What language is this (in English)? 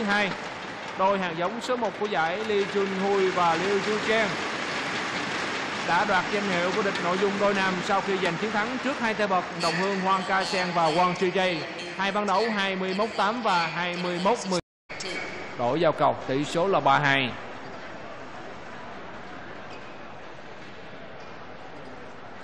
Vietnamese